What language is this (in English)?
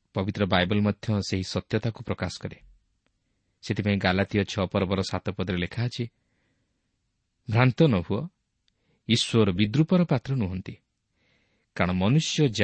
Odia